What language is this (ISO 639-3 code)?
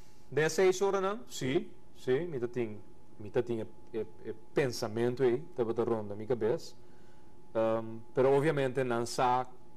pap